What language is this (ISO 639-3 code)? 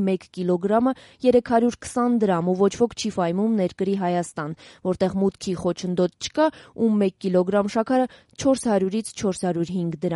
hye